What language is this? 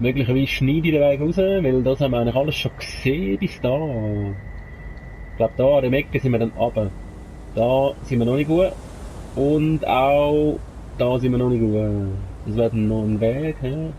Swiss German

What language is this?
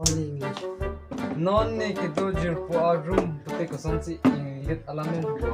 Karbi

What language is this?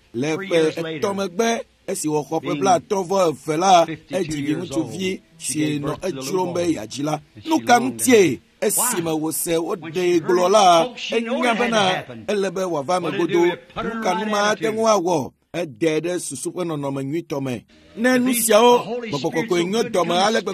Ewe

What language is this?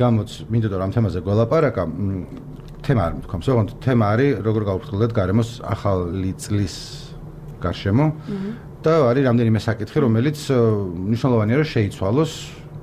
Georgian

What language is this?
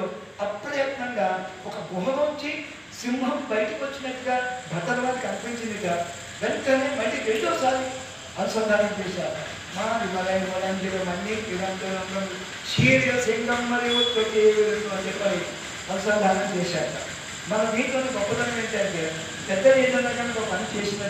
Telugu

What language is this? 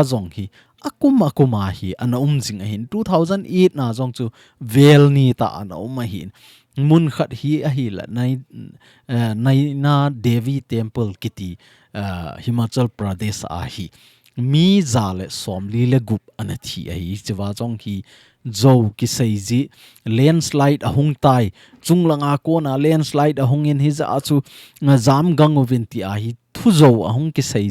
Thado Chin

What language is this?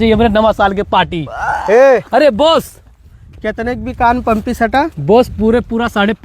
Awadhi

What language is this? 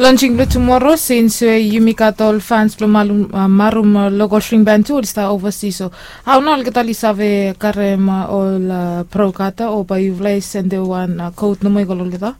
Bislama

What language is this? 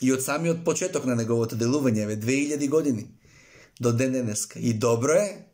Macedonian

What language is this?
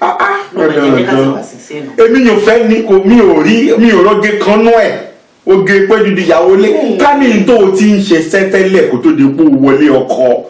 Yoruba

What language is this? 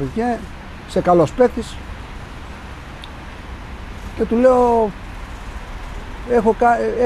Greek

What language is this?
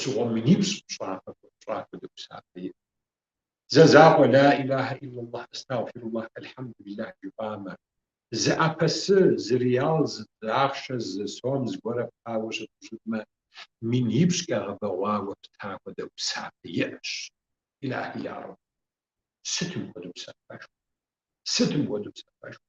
Kabardian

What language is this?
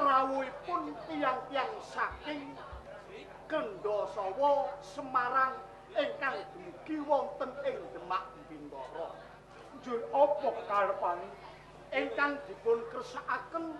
Javanese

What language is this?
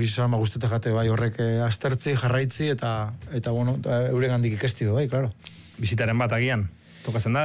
Basque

